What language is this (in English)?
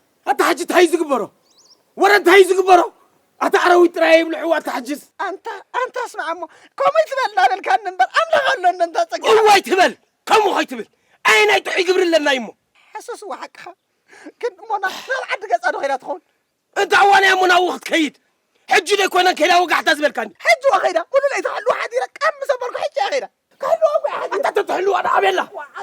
Tigrinya